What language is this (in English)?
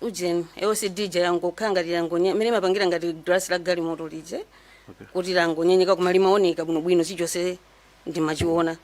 Nyanja